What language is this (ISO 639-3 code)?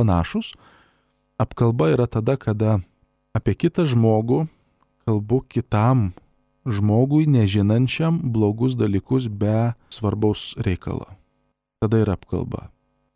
lit